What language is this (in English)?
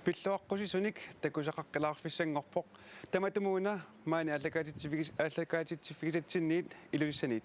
Kalaallisut